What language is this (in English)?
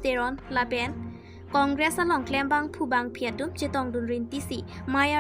Karbi